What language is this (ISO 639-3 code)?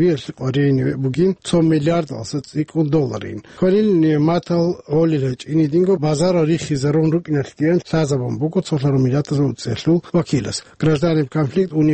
ava